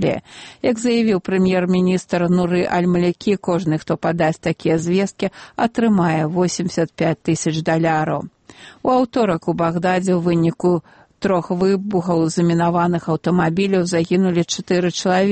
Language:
Belarusian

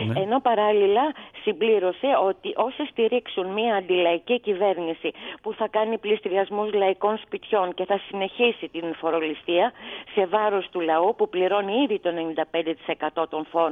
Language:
Greek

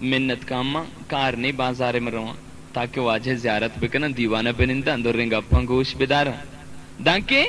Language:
Baluchi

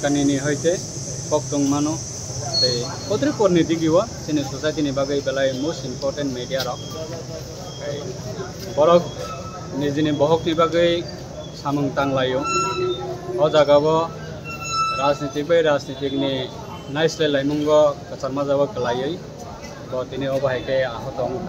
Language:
Kok Borok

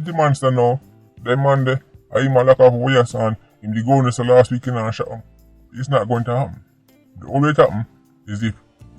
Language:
Jamaican Creole English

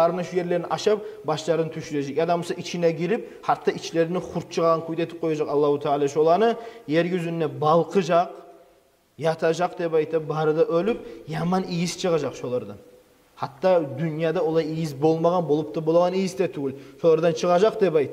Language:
Kumyk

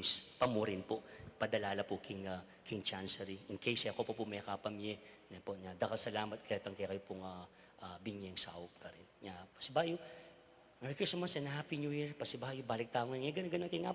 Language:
Pampanga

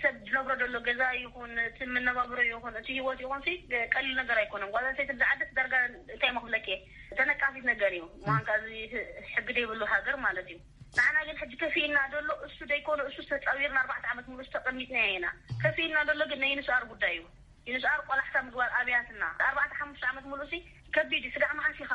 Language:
Tigrinya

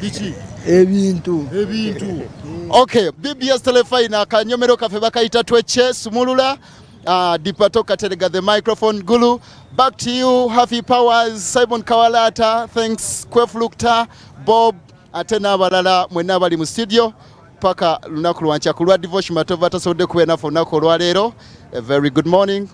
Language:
Ganda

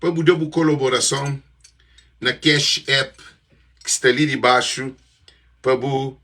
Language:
Kabuverdianu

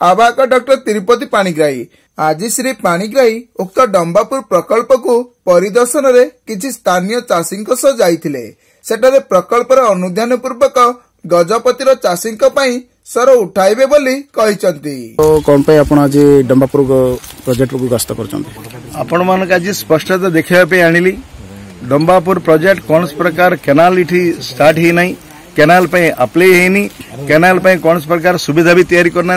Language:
Odia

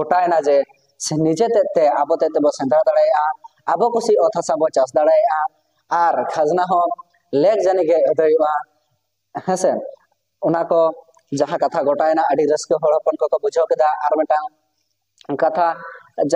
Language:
Santali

